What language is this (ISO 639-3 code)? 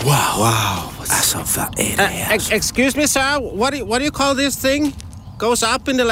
nor